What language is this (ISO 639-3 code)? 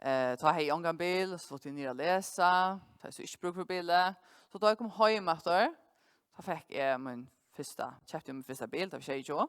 fao